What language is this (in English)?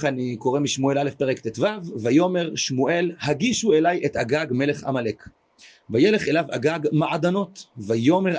Hebrew